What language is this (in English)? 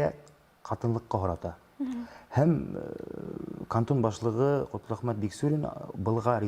Bashkir